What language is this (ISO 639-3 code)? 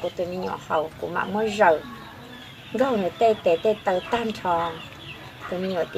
hmn